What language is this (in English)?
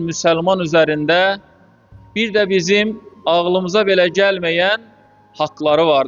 Azerbaijani